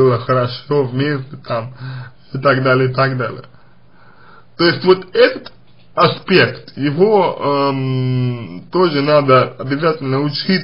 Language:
Russian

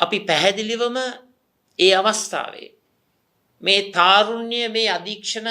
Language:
Sinhala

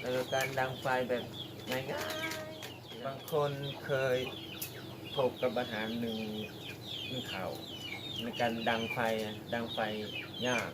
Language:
Lao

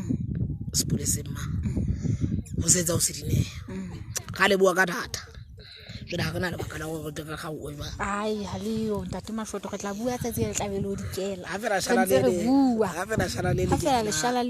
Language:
Southern Sotho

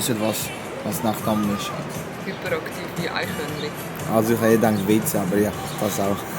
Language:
Swiss German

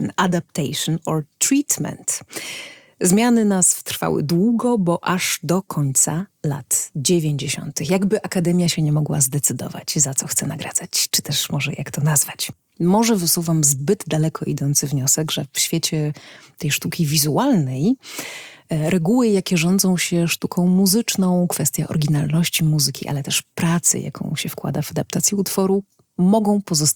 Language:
Polish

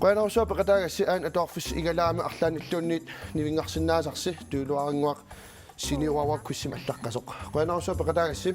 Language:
Kalaallisut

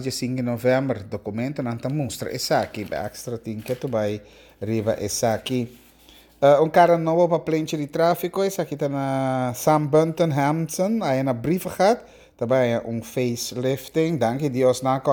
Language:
Papiamento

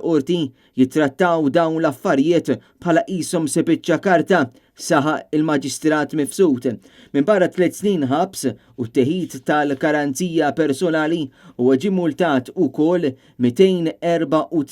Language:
Maltese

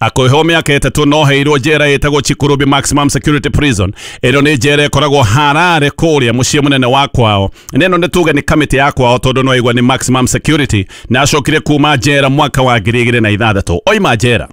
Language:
Kikuyu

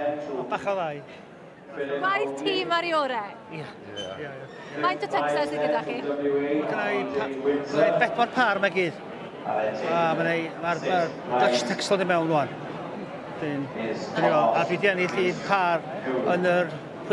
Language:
Welsh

